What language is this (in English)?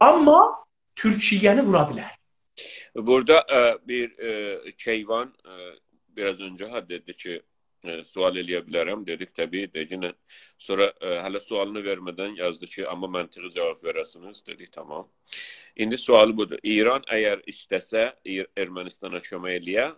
South Azerbaijani